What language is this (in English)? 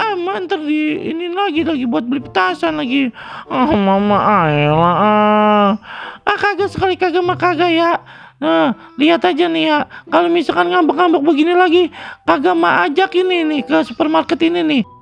Betawi